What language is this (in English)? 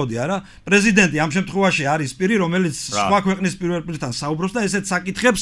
Georgian